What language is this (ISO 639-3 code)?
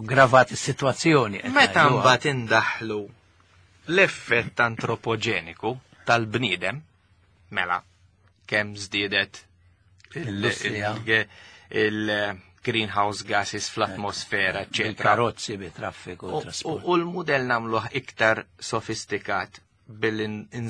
mlt